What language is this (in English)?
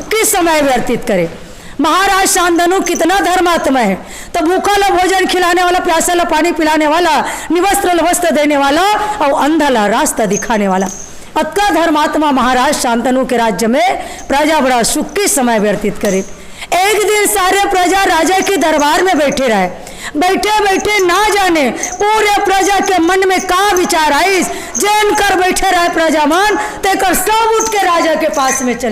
Chhattisgarhi